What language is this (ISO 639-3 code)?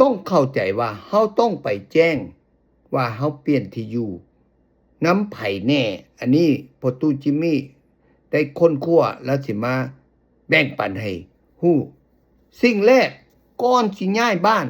lao